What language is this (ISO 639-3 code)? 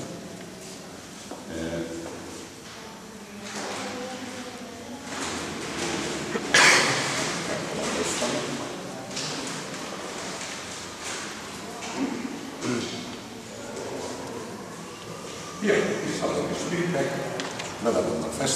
hun